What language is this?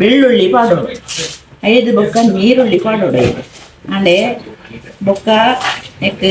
Tulu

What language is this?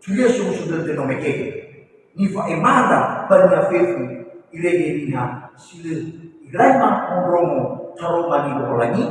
Nias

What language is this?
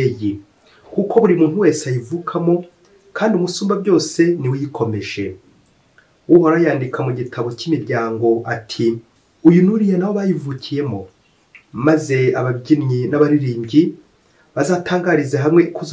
Kinyarwanda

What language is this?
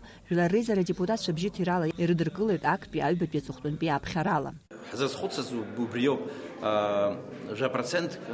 Abkhazian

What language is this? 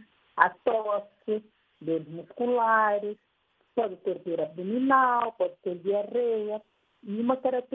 Portuguese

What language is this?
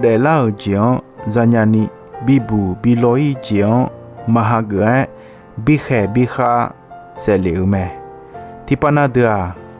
Akha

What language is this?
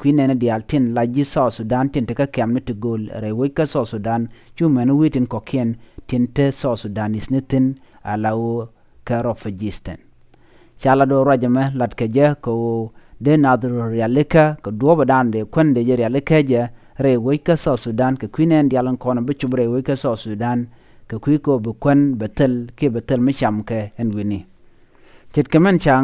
Nuer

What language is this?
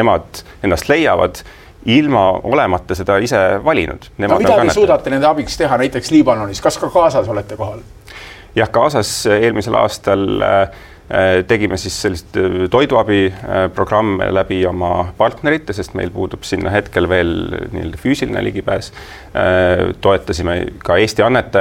Estonian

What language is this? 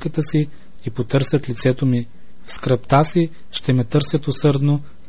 Bulgarian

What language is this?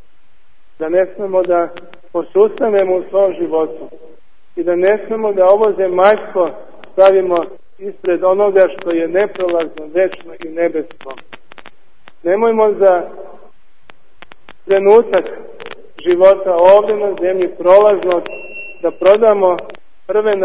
Serbian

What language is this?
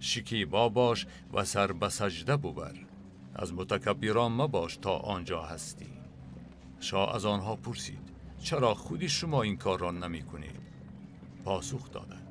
Tajik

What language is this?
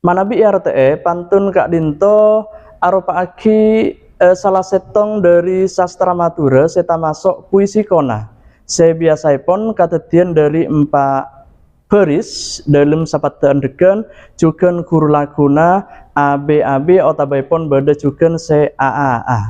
Madurese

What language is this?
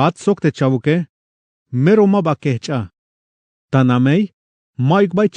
Tzeltal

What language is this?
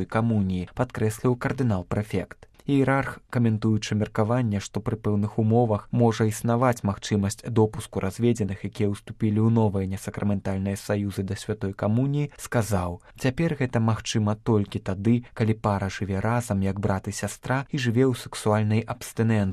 Belarusian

